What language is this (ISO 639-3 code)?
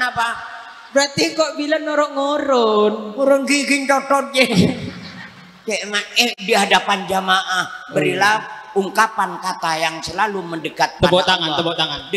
mad